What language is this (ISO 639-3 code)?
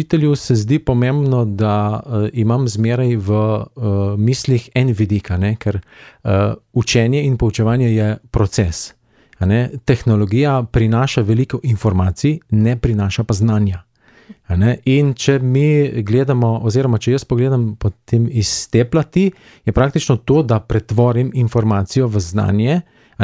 slv